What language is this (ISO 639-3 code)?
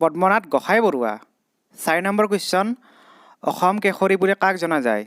asm